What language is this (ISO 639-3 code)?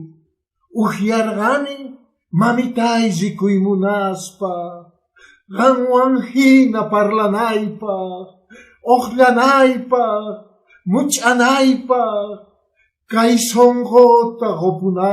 que